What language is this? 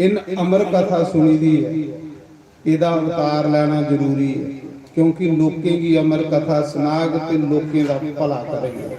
Dogri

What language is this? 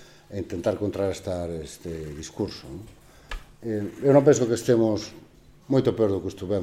Galician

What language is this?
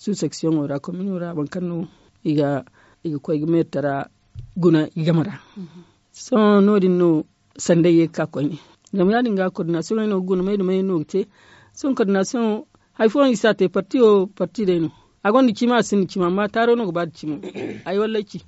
Zarma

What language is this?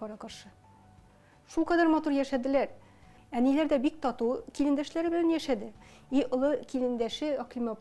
Tatar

